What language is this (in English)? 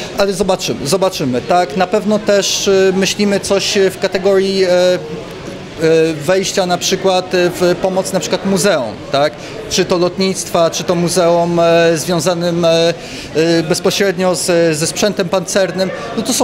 Polish